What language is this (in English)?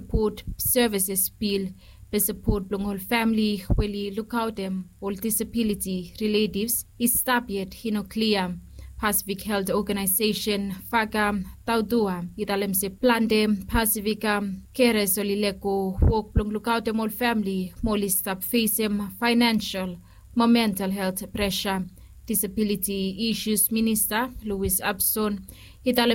Bislama